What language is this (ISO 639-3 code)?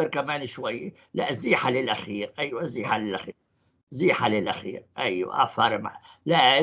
apc